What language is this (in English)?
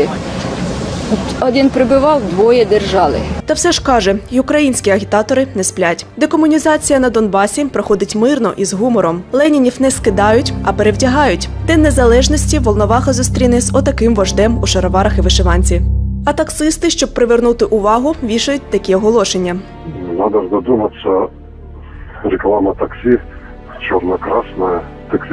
Ukrainian